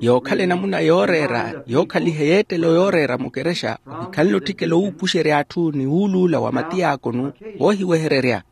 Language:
Makhuwa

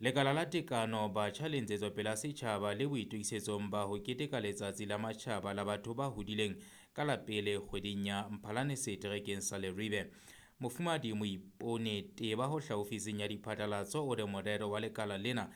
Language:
Southern Sotho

